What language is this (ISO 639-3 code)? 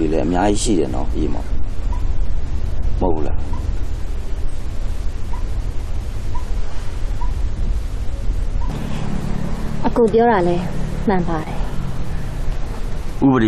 mya